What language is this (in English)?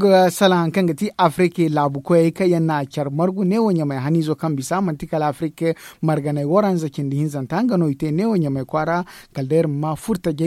Zarma